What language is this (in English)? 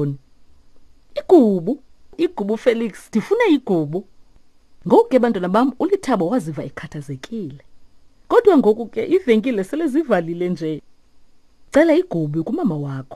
Xhosa